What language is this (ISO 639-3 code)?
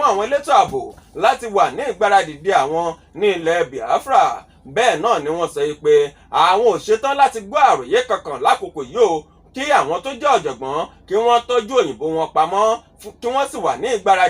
yor